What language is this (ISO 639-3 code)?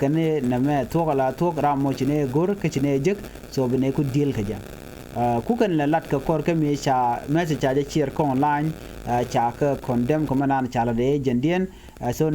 nus